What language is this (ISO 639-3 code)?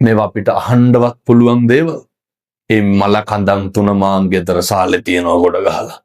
sin